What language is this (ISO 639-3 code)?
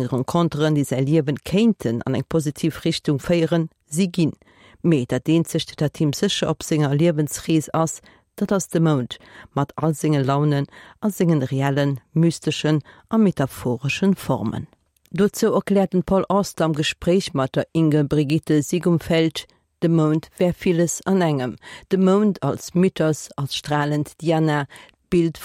ltz